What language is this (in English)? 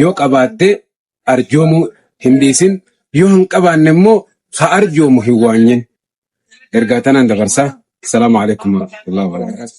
Oromo